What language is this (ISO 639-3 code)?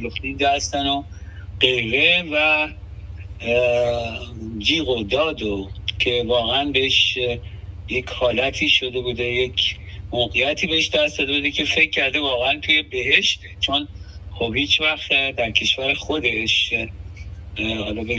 fas